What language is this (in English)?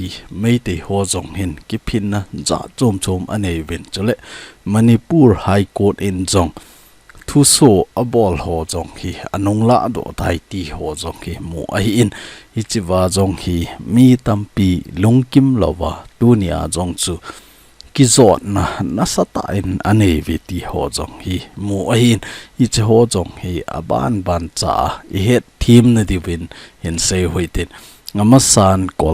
Thado Chin